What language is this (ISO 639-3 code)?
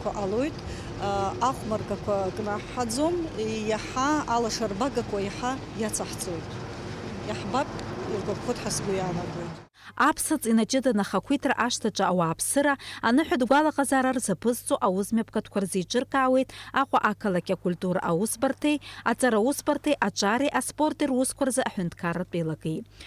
abk